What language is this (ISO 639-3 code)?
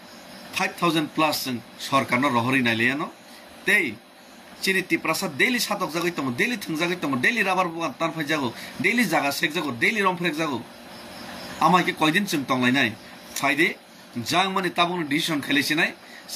trp